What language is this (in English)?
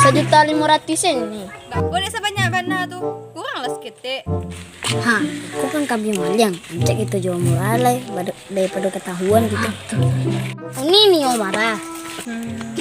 Minangkabau